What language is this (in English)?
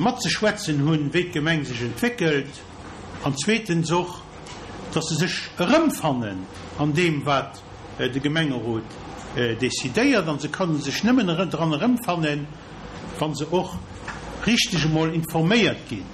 Luxembourgish